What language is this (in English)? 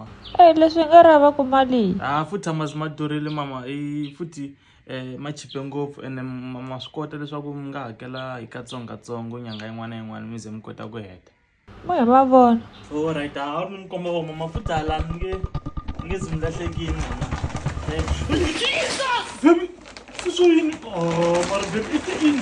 Tsonga